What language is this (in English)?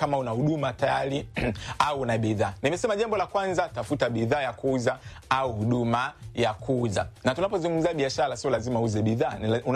Swahili